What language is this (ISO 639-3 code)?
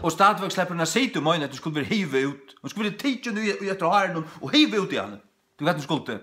fao